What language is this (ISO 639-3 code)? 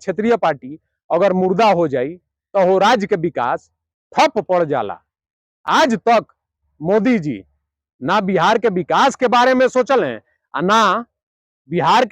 bho